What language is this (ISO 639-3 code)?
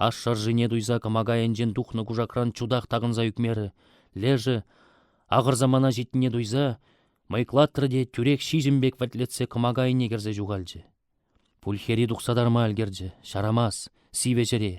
chv